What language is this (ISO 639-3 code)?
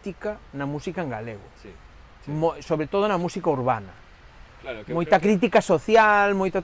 glg